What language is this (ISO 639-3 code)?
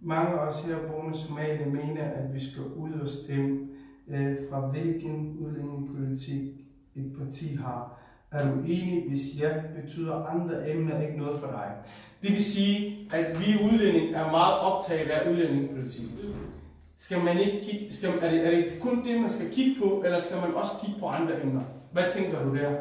dan